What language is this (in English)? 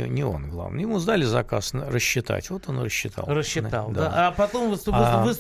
Russian